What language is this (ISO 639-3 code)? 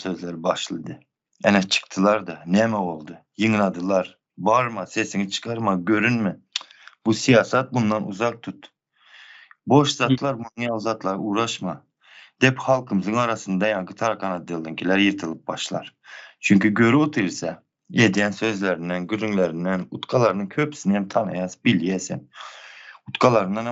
tuk